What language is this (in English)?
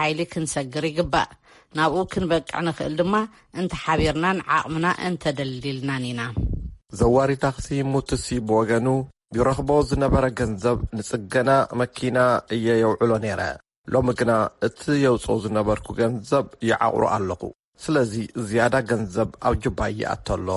Tigrinya